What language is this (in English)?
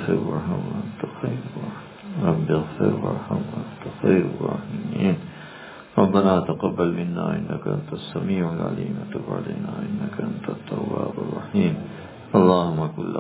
Urdu